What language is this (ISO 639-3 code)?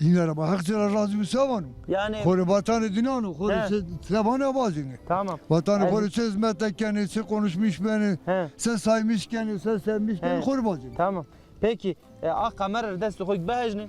zza